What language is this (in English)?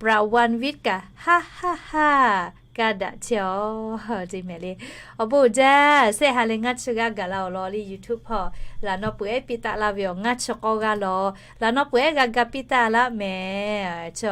Lahu